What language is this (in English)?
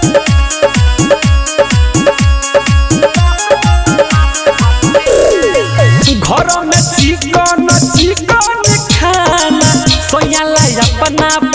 Bhojpuri